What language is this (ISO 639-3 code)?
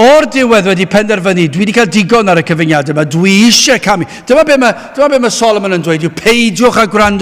cym